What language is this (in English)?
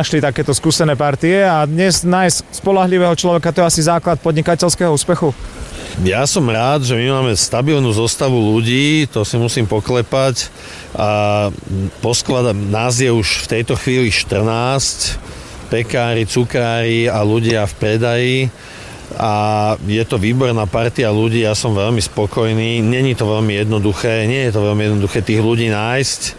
Slovak